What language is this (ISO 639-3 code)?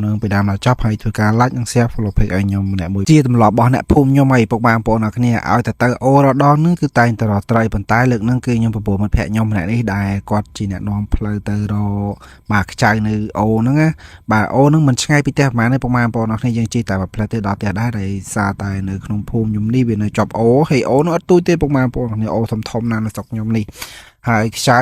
khm